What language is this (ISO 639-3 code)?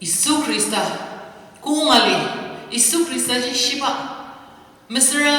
njo